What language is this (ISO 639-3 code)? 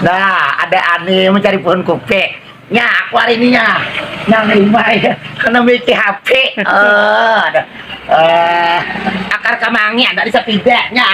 bjn